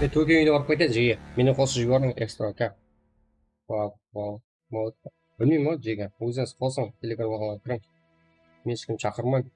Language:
Kara-Kalpak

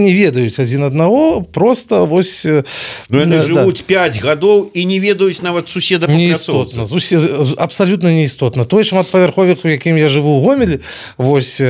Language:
Belarusian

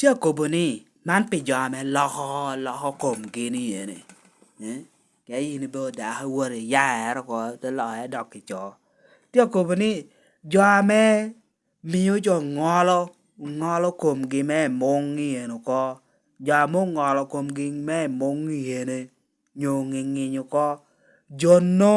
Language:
Lango (Uganda)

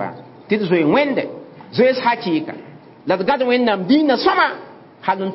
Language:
Mossi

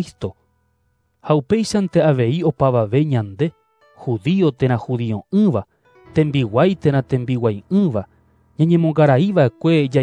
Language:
Guarani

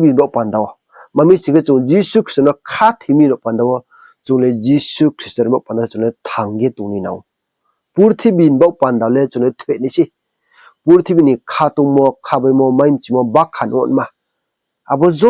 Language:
Riang (India)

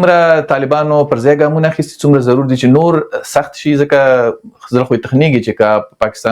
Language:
Pashto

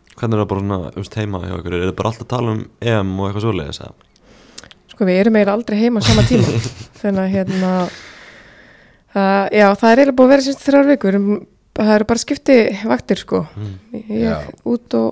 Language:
Icelandic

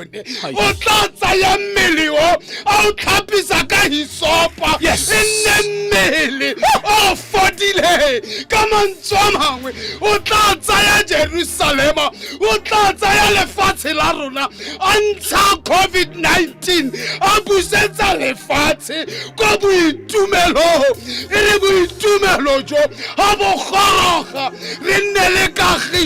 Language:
Tswana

